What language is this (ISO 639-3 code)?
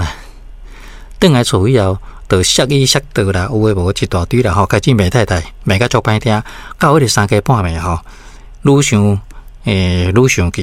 nan